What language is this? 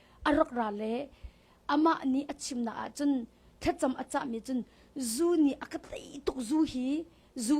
Hakha Chin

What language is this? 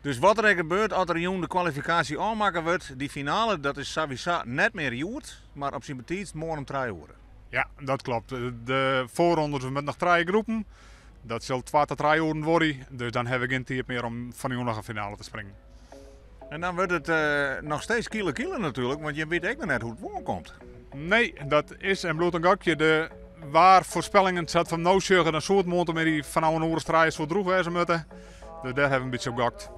Western Frisian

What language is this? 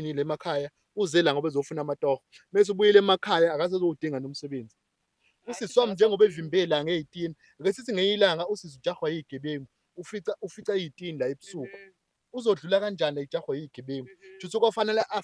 Zulu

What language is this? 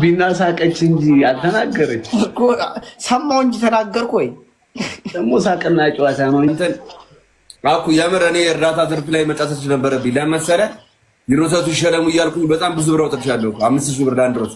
Amharic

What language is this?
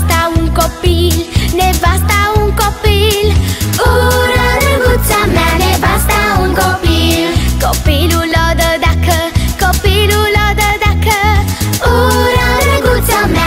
Romanian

